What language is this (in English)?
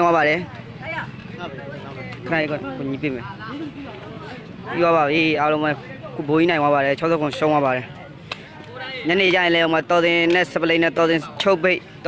Burmese